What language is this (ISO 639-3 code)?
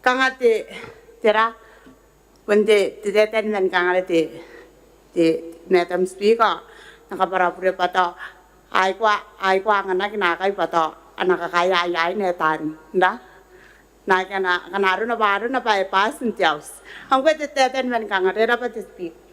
gil